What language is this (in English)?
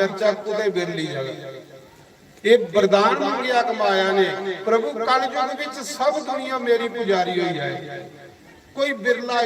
Dogri